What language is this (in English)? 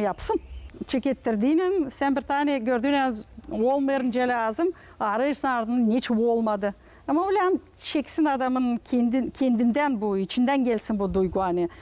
Gagauz